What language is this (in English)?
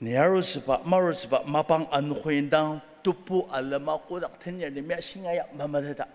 Ao Naga